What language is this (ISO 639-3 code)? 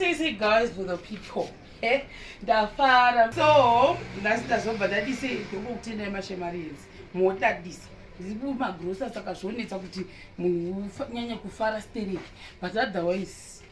sna